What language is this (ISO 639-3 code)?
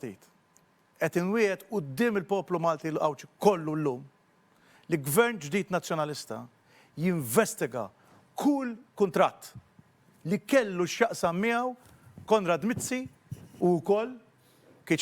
mlt